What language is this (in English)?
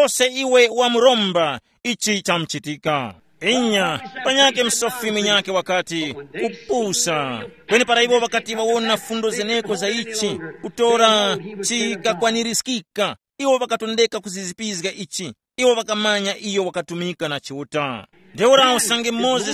Tumbuka